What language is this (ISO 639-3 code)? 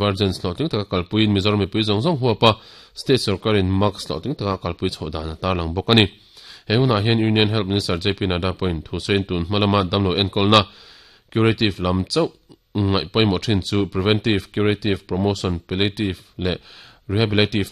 lus